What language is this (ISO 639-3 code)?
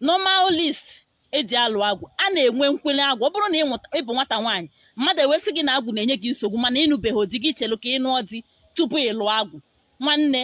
ibo